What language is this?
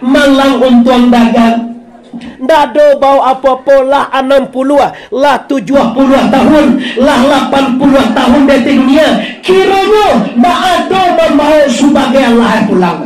Minangkabau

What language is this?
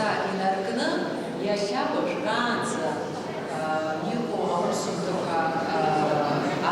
Abkhazian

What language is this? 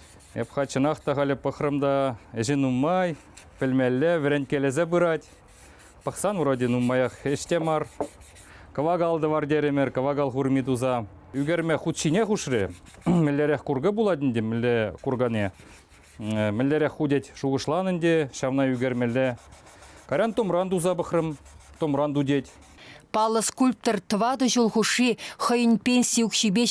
Chuvash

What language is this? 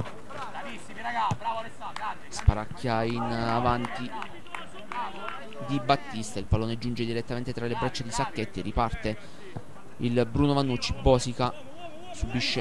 Italian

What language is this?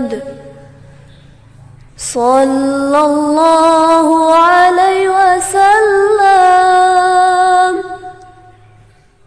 Arabic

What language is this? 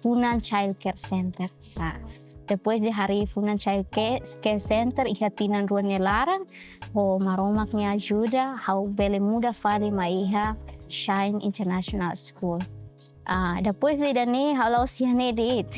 Tetum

